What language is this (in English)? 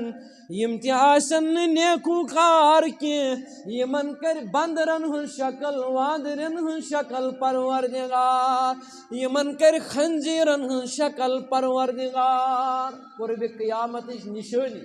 Kashmiri